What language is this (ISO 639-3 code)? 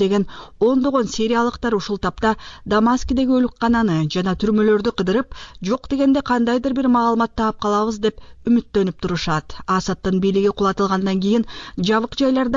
kir